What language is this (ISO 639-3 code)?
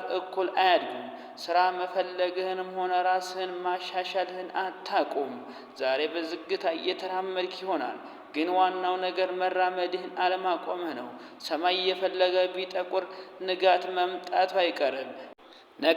amh